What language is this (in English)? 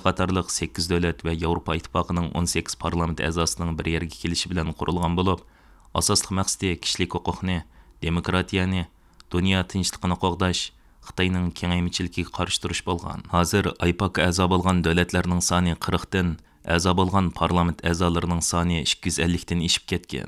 Uyghur